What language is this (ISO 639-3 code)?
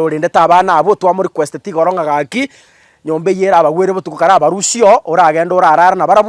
guz